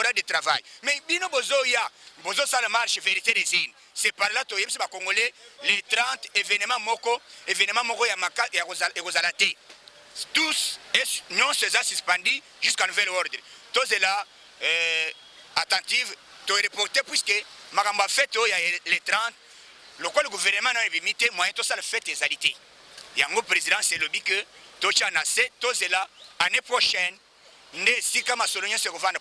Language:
Lingala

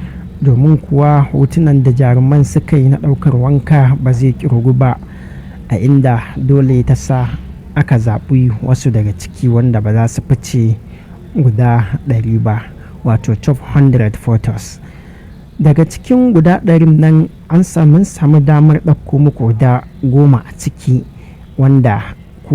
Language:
Hausa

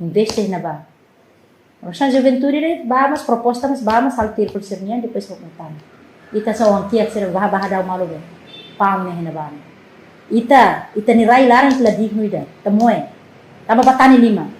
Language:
Tetum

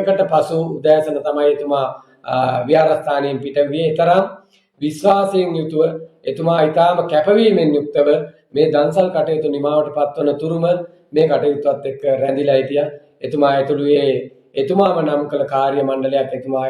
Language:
Sinhala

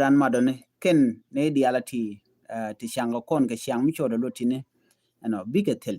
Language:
Nuer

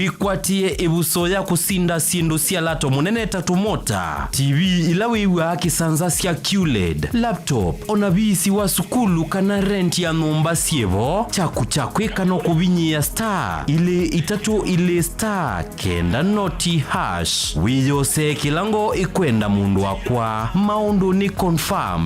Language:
Kamba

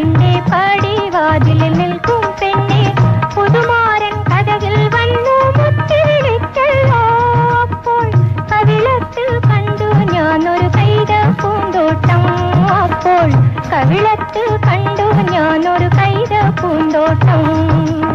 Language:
Malayalam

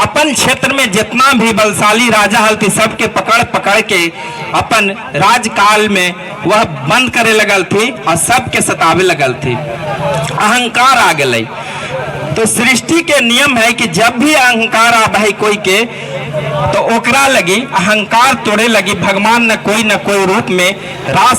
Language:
Magahi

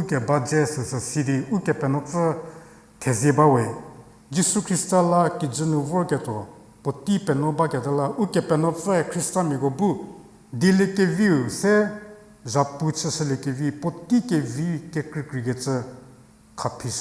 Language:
Angami Naga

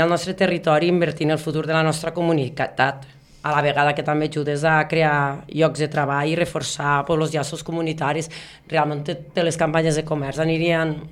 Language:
Catalan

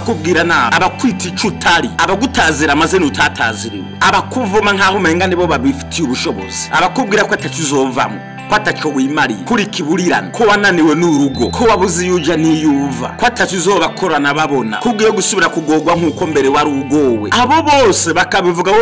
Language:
Rundi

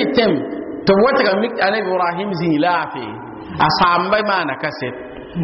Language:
Mossi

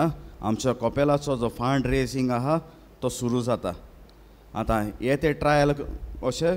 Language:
Konkani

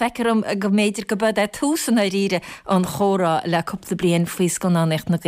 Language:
Irish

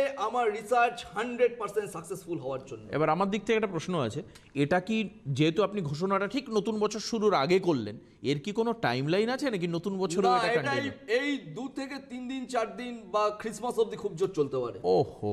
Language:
Bangla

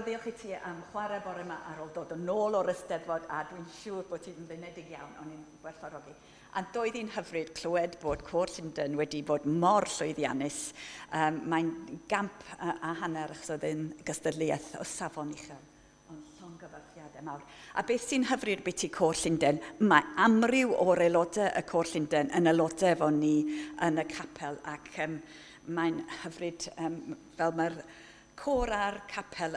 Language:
Welsh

